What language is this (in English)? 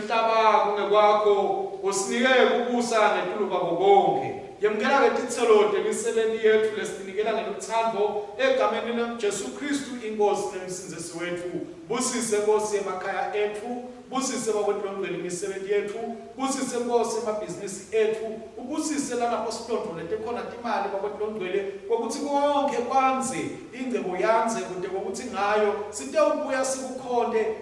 Swati